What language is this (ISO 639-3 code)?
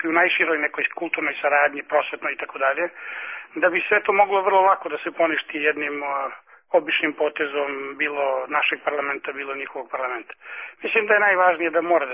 srp